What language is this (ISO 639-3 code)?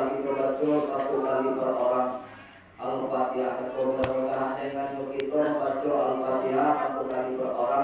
min